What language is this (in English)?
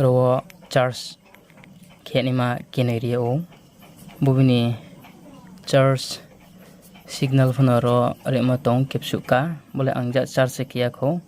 Riang (India)